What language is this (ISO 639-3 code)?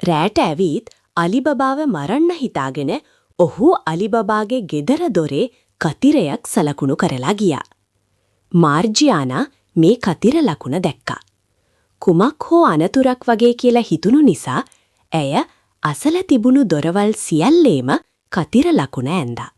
sin